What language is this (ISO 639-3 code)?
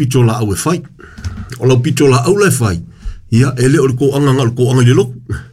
smo